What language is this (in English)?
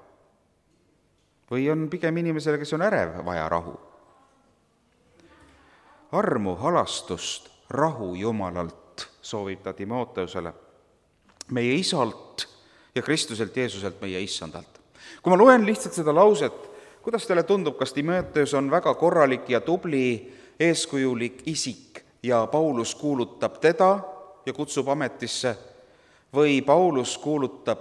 Estonian